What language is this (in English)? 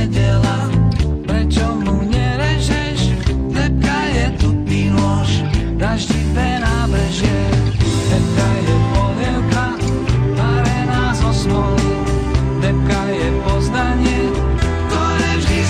Slovak